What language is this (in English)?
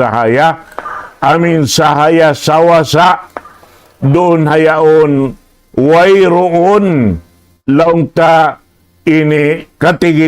Tausug